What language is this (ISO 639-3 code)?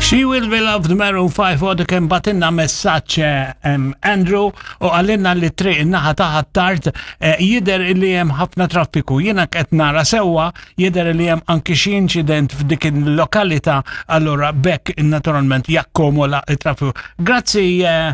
mlt